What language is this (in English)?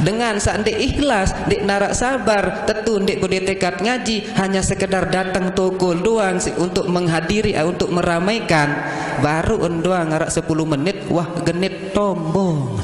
Sasak